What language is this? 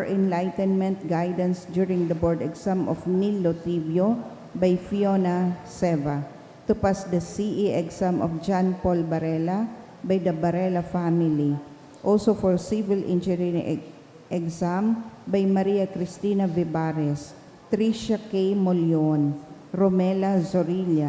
Bikol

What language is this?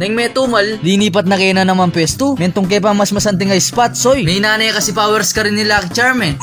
Pampanga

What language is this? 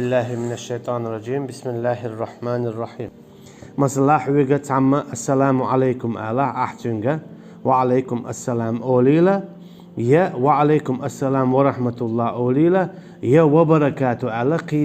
Chechen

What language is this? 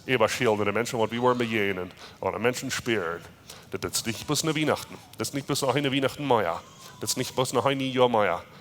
Plautdietsch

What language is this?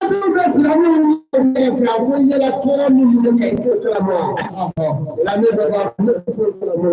Bambara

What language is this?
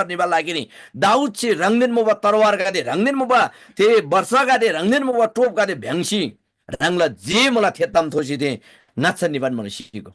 Eastern Tamang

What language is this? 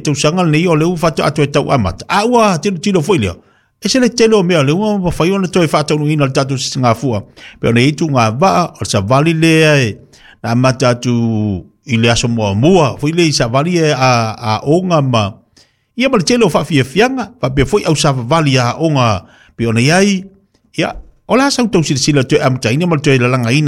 Samoan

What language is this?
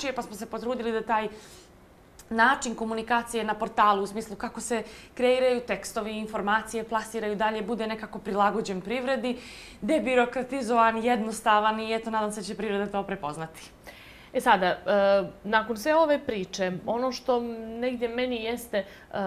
Bosnian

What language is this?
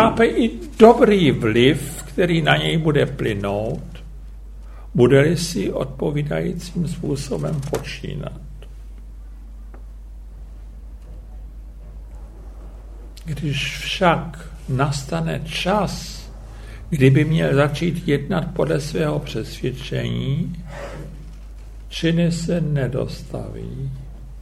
Czech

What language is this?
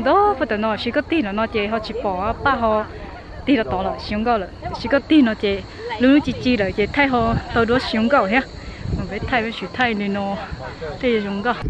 Hmong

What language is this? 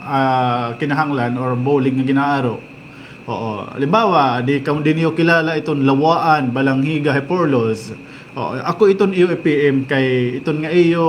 Waray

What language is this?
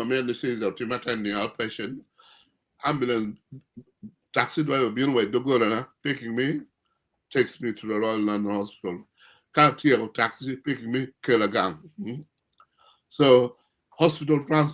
Acoli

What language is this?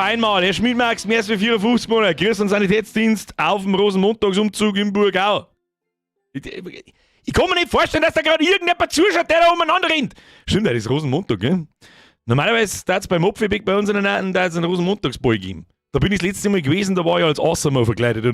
Bavarian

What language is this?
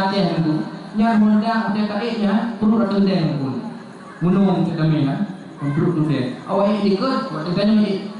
Achinese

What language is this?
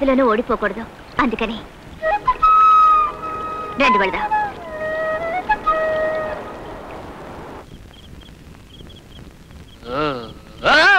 Telugu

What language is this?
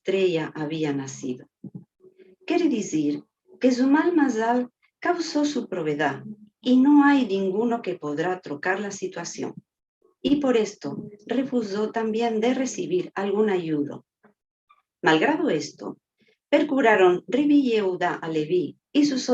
Ladino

